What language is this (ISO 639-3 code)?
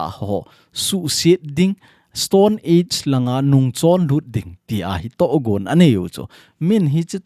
tcz